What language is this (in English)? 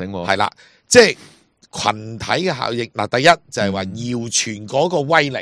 Cantonese